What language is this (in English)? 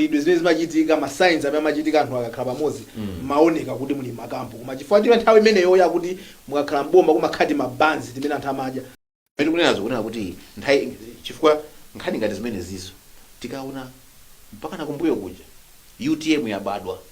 Nyanja